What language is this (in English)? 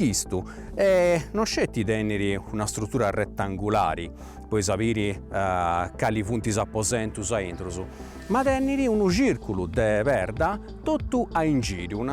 Sardinian